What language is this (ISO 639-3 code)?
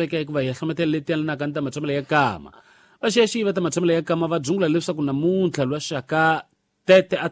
tso